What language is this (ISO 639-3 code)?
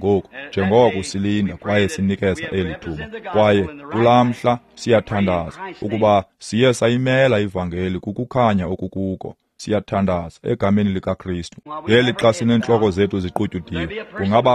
xho